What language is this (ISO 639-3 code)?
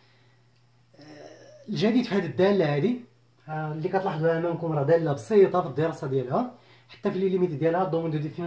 ary